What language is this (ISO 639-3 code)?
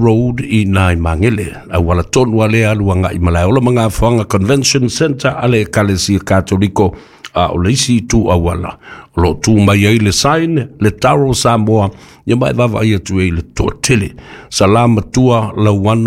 smo